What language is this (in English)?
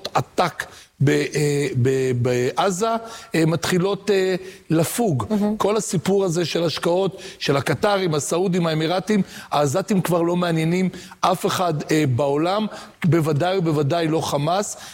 Hebrew